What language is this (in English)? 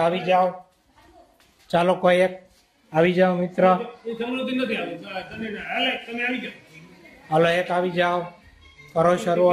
Gujarati